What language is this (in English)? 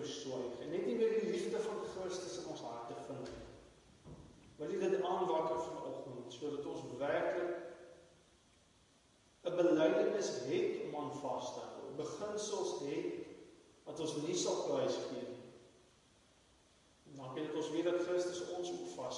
Afrikaans